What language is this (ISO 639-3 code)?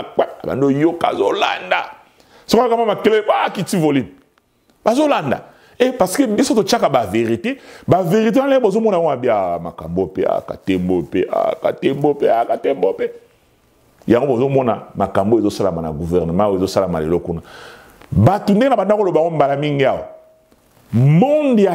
lin